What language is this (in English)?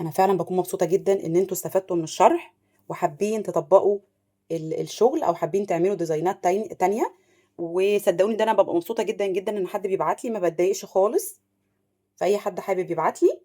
Egyptian Arabic